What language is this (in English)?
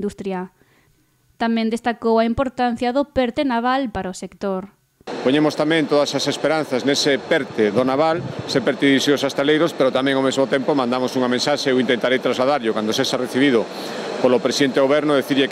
Galician